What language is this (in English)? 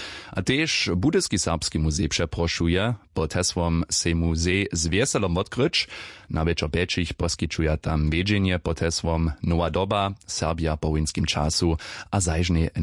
Upper Sorbian